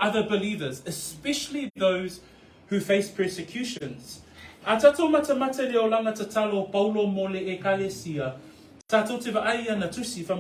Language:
Samoan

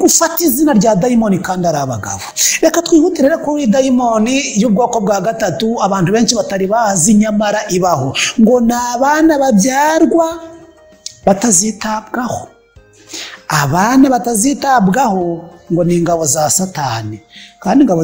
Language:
Kinyarwanda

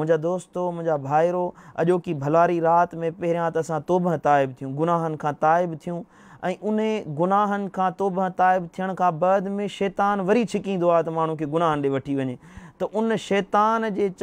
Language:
Sindhi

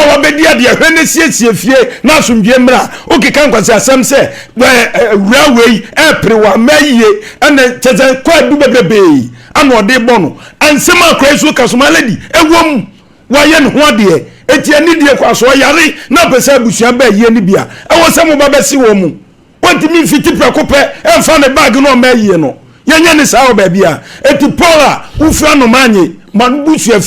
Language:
Akan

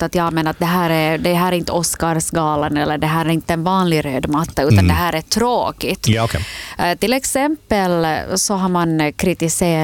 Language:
Swedish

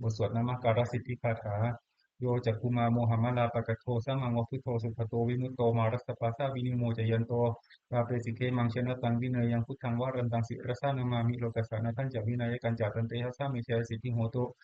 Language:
Pali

